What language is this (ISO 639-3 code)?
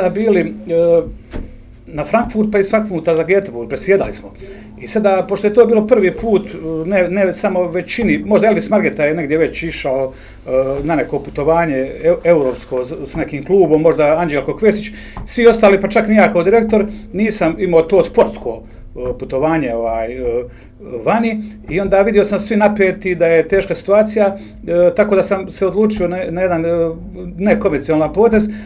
bos